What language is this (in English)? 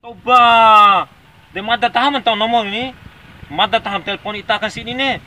Bima